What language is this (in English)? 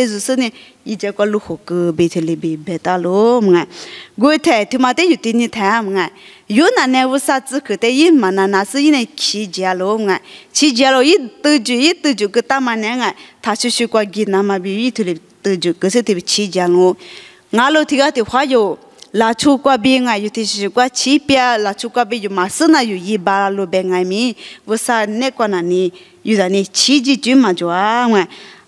Lisu